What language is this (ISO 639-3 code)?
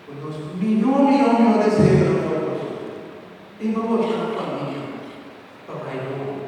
pap